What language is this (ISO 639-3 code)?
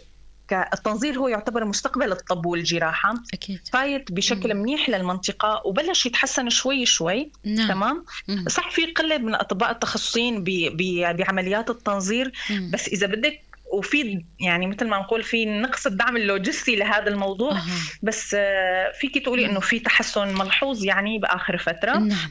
apc